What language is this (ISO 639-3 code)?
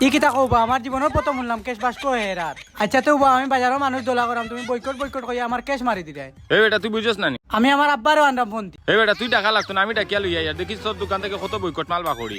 syl